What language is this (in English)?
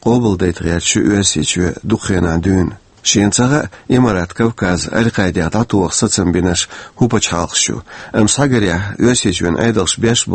Chechen